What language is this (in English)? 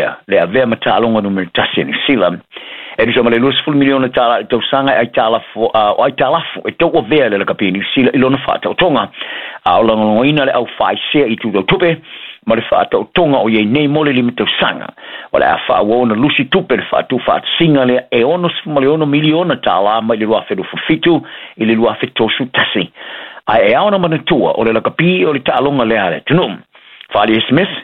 Samoan